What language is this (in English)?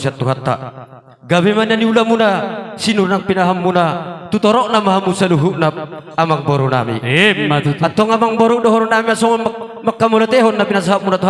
Batak Toba